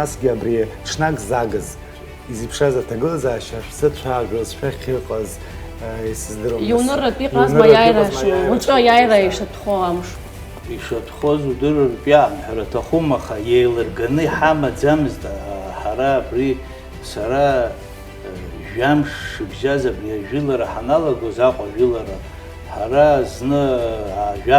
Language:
Abkhazian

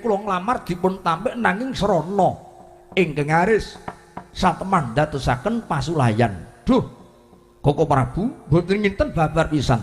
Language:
Javanese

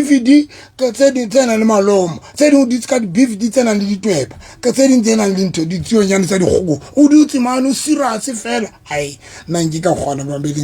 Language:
Southern Sotho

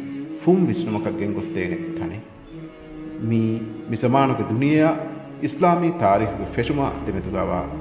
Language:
Divehi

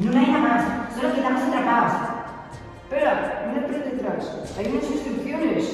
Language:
Asturian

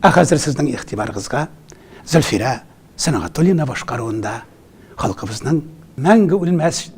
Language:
Tatar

